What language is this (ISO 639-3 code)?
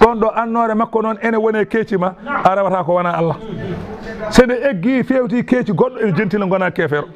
ful